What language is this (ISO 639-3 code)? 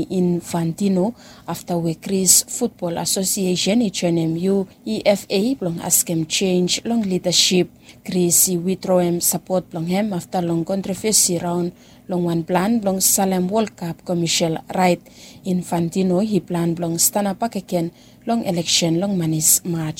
bis